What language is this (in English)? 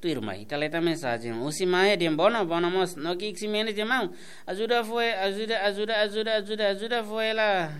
Tetum